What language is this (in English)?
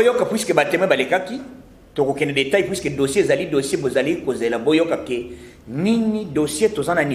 Lingala